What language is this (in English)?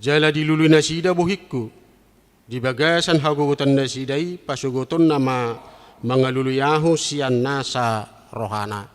Batak Toba